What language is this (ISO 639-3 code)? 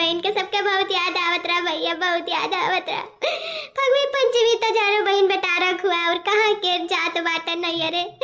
awa